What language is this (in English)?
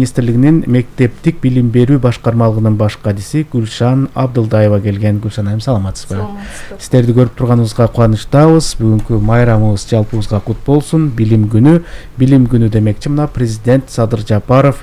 Kyrgyz